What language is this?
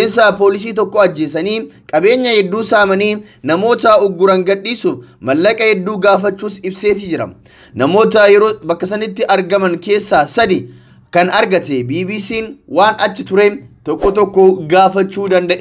Oromo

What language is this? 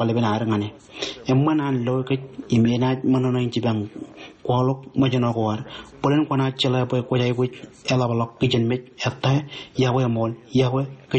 Marshallese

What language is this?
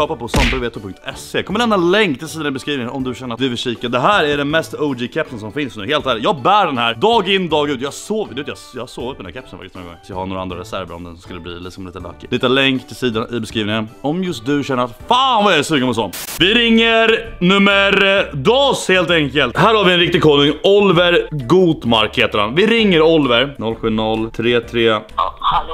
Swedish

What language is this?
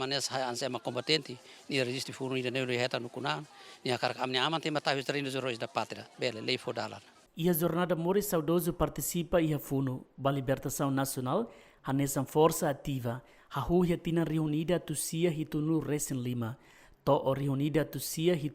Tetum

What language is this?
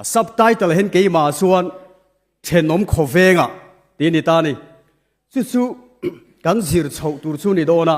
Mizo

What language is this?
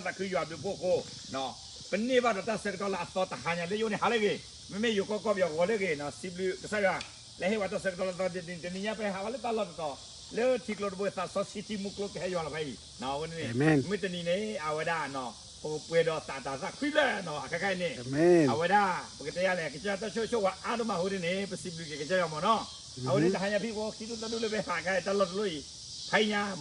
S'gaw Karen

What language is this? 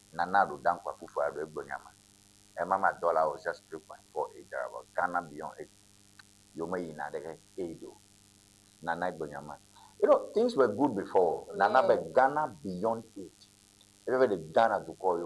Ewe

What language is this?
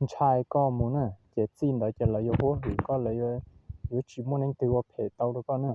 Hmong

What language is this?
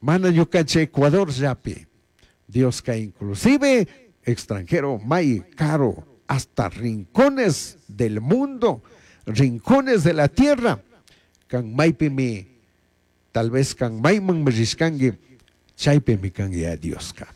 Chimborazo Highland Quichua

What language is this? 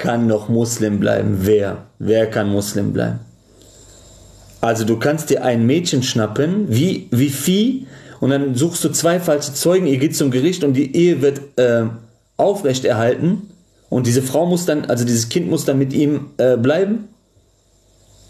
German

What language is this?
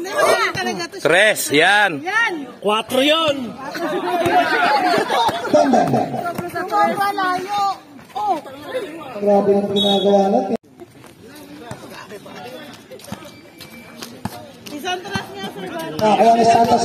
Filipino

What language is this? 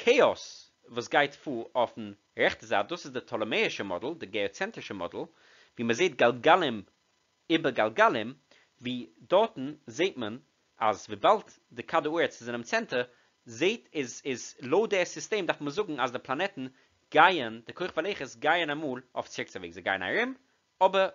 Yiddish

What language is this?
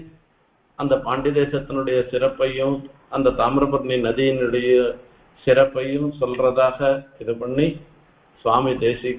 Tamil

